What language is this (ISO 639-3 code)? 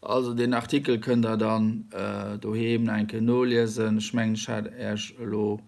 ltz